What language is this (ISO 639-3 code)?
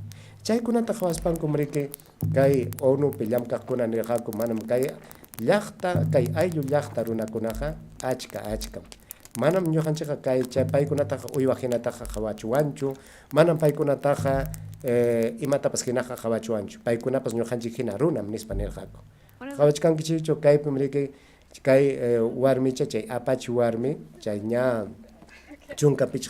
quy